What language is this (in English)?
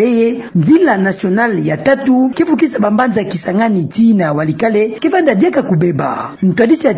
Kituba (Democratic Republic of Congo)